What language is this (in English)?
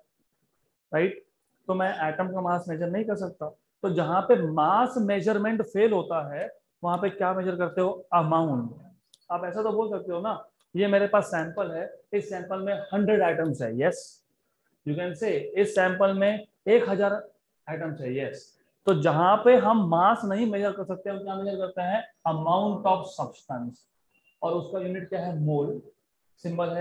Hindi